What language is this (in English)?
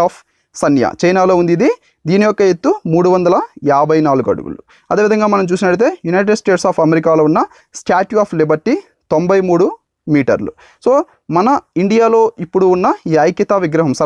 Telugu